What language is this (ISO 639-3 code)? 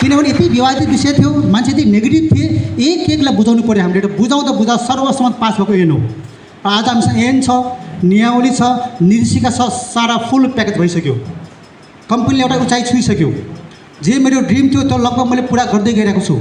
nep